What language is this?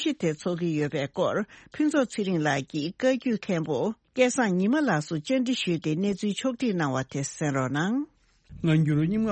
Tibetan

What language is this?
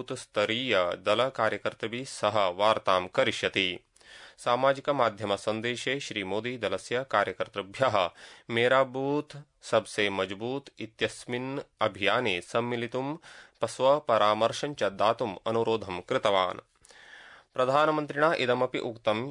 Sanskrit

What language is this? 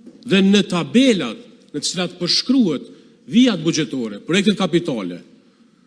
Albanian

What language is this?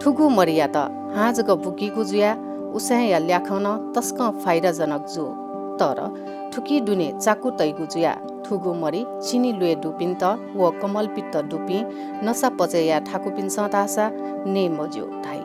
Newari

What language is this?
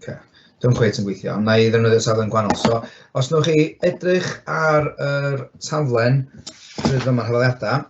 Welsh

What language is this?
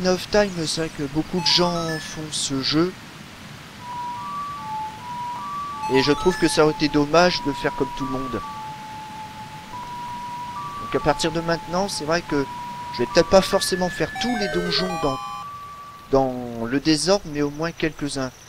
French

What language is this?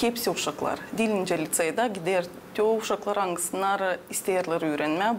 Gagauz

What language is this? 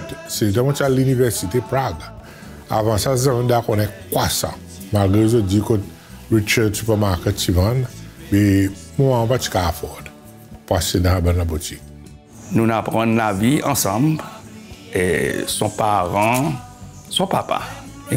Seselwa Creole French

